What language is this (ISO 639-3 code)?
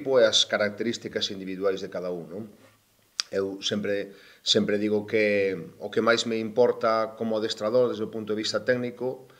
glg